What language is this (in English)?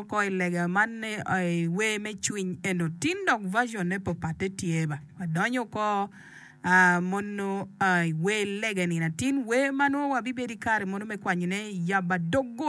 Acoli